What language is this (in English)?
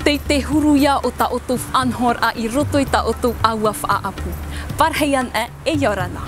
Tahitian